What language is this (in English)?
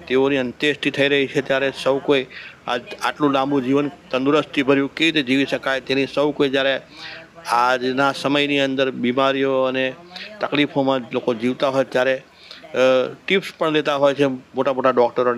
Gujarati